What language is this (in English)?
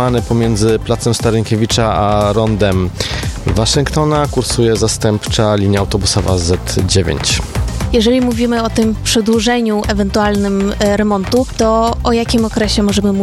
Polish